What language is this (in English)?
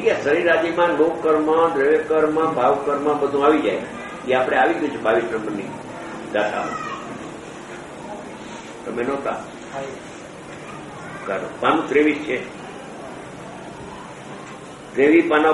Gujarati